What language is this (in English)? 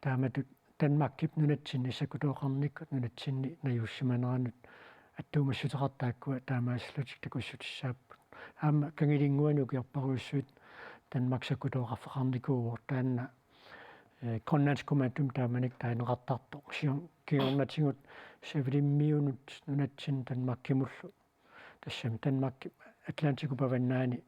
Kalaallisut